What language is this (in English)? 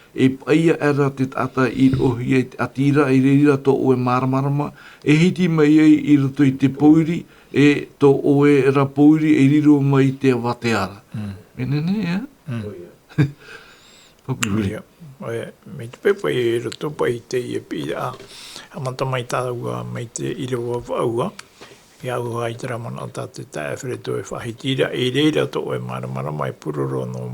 Tahitian